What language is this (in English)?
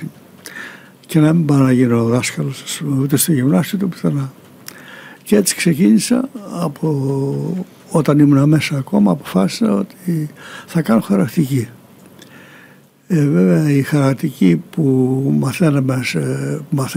Greek